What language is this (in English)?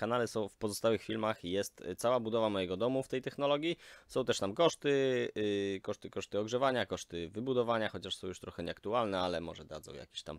Polish